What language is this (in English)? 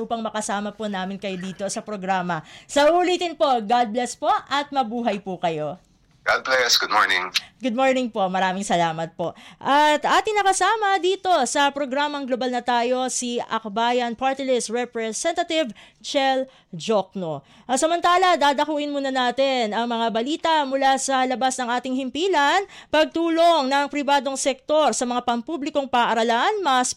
Filipino